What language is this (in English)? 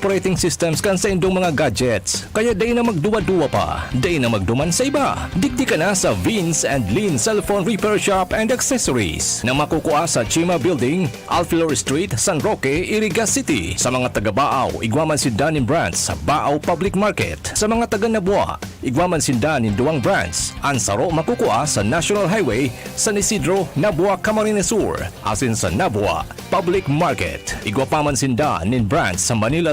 Bikol